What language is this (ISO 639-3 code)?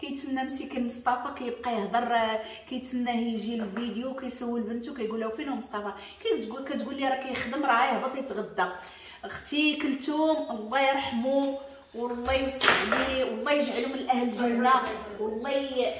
ary